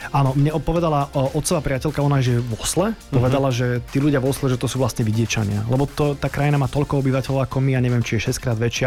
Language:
Slovak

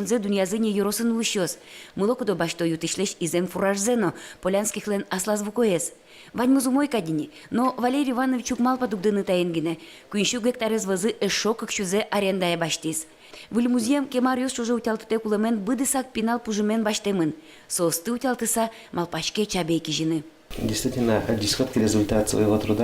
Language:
Udmurt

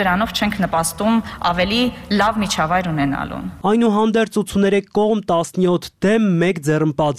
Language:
Armenian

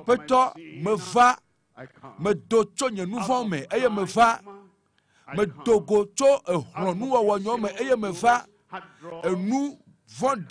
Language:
Ewe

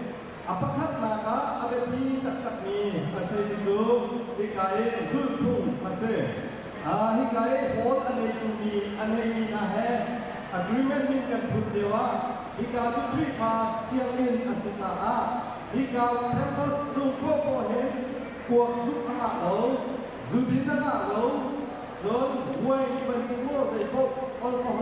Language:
Hakha Chin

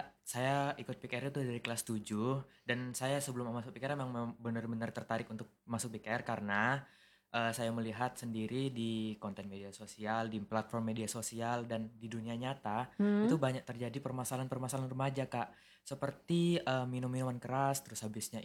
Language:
Indonesian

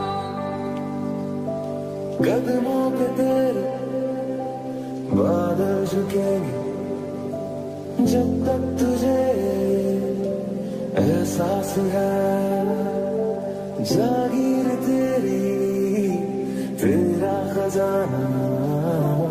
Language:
Hindi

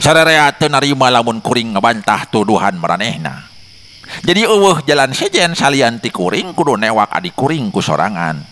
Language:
Sundanese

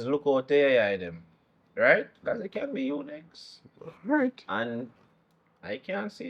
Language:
Jamaican Creole English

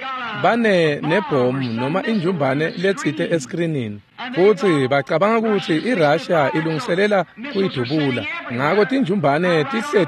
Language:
Swati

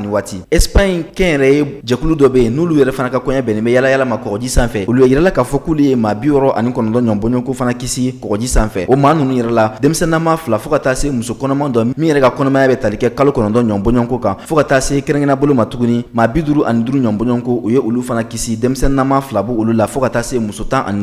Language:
Bambara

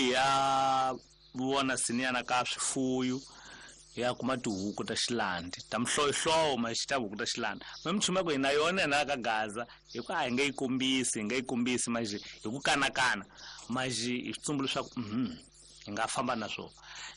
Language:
Tsonga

